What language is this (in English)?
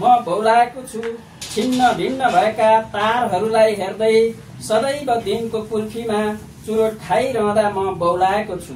Nepali